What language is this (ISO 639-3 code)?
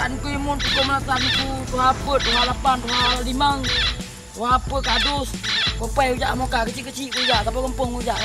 ace